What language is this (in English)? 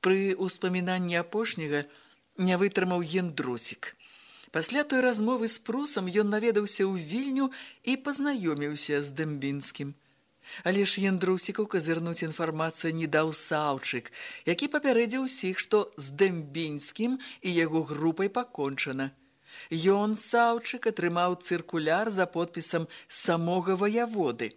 Belarusian